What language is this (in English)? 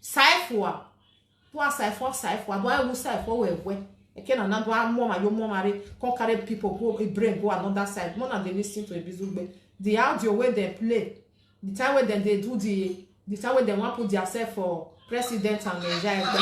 Nigerian Pidgin